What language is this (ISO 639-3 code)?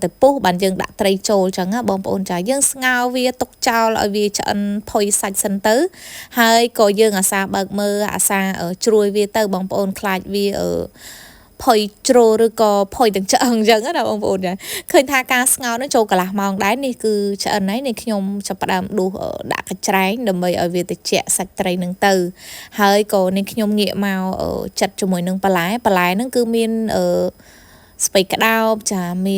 khm